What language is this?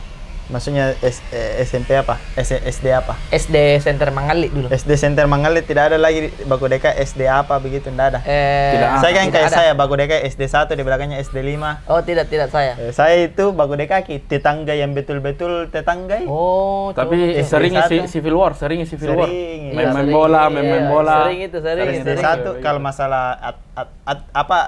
Makassar Malay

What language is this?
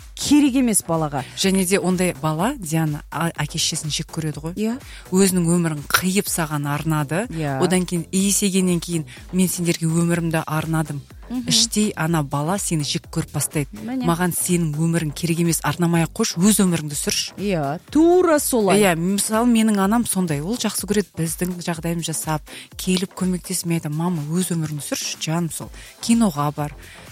Kazakh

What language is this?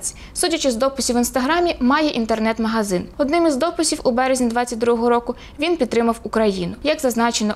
Ukrainian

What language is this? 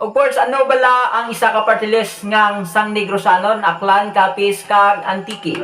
Hiligaynon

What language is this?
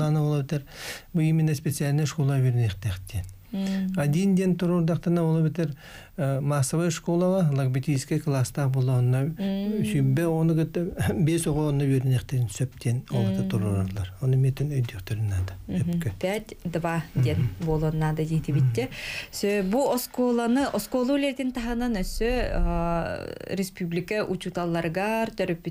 Yakut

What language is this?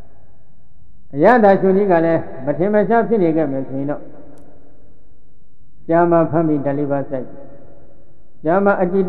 Burmese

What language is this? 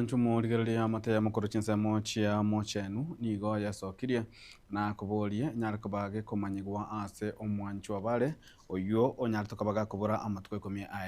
Gusii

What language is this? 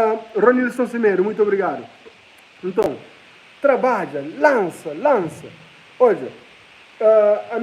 Kabuverdianu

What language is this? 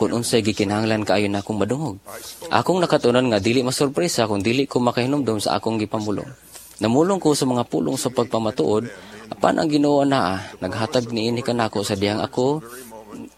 Cebuano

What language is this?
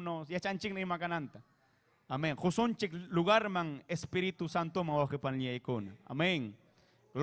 Ayacucho Quechua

